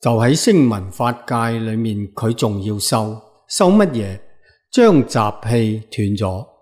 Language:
Cantonese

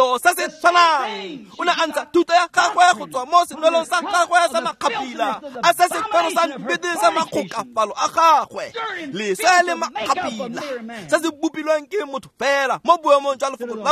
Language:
Tswana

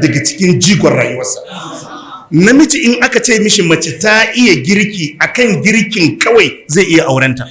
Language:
Hausa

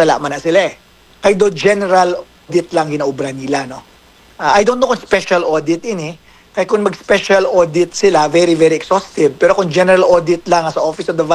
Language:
Hiligaynon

